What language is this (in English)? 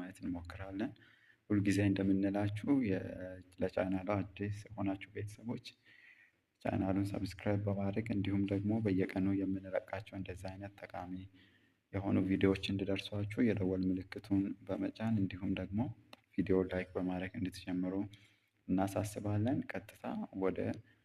Amharic